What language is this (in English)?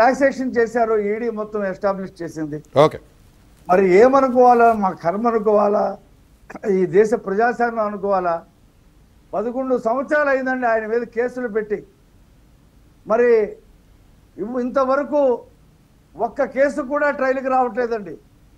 Telugu